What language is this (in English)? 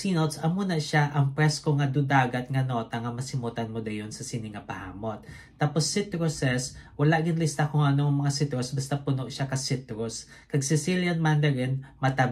Hiligaynon